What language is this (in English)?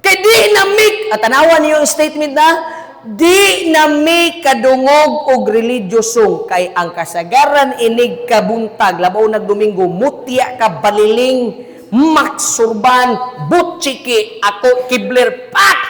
Cebuano